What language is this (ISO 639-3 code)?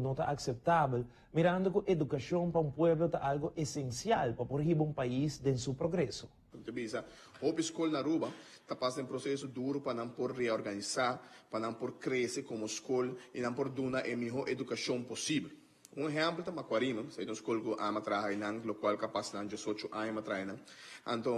pap